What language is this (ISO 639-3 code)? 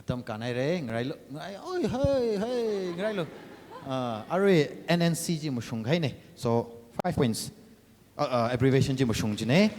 nmf